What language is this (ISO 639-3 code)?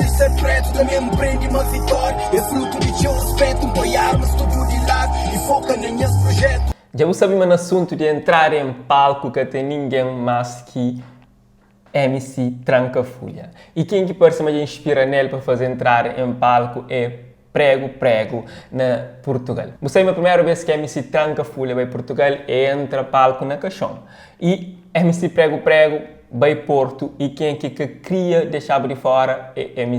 kea